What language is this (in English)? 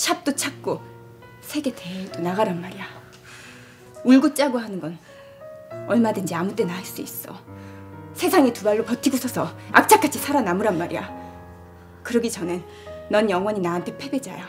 Korean